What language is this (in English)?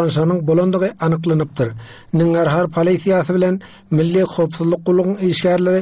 Turkmen